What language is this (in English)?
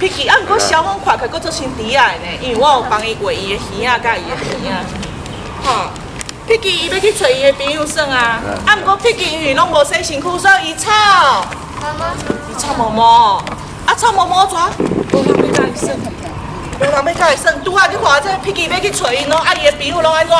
Min Nan Chinese